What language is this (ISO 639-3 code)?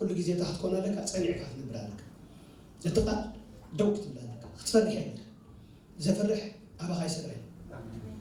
tir